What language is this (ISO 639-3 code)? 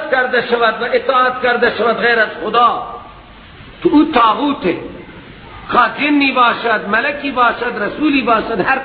fas